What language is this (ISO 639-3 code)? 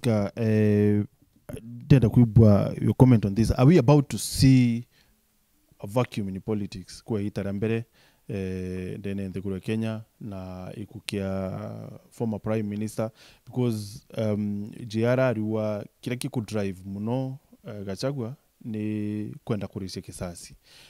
mer